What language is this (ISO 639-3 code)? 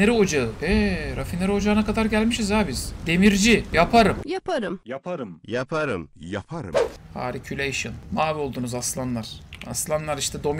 tur